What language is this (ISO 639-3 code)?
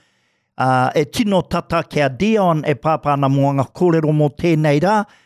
mri